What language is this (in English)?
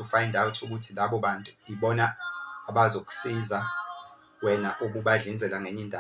Zulu